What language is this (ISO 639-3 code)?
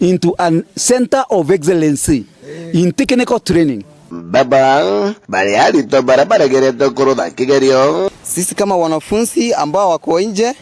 mer